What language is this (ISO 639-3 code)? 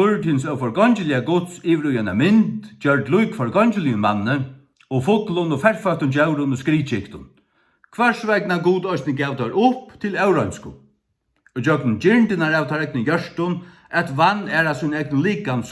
fao